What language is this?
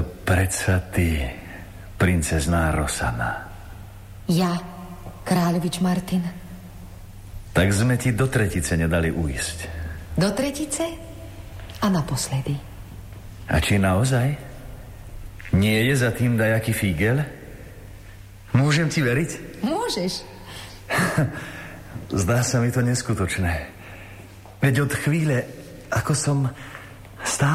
Slovak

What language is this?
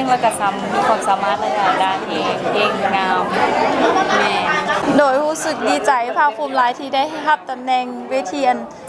Lao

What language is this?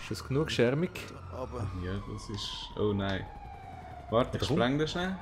Swiss German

